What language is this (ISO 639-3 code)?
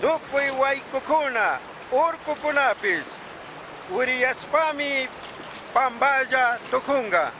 qug